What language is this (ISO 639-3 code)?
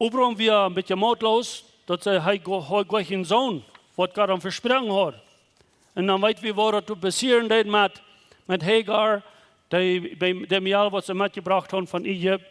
pdt